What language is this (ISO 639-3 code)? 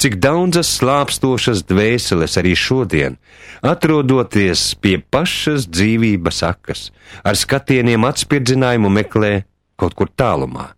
lav